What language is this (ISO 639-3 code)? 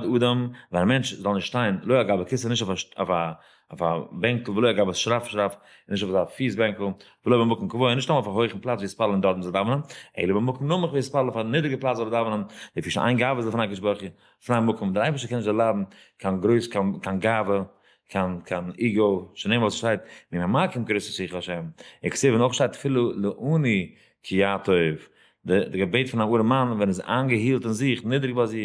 yid